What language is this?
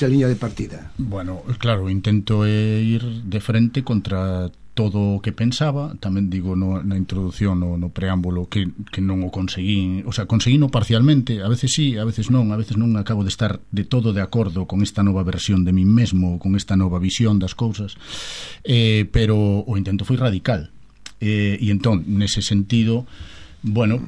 Galician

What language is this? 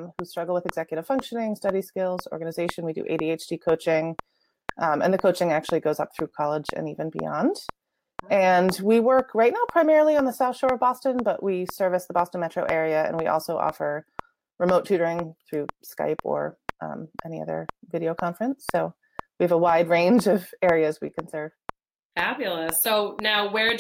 English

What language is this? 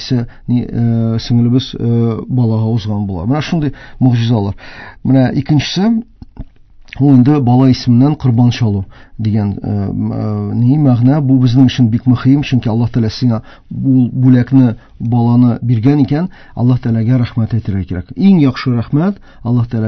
Tatar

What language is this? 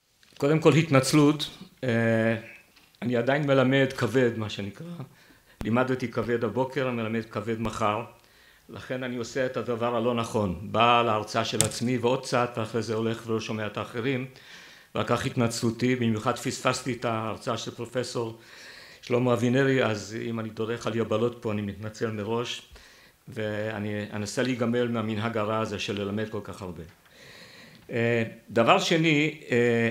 Hebrew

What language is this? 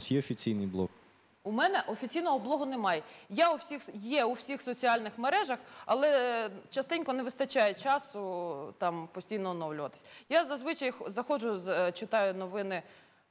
Ukrainian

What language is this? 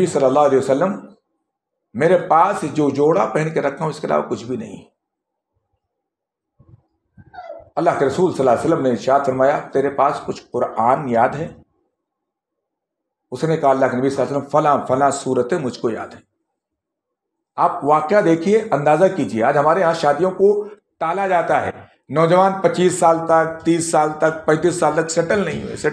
Urdu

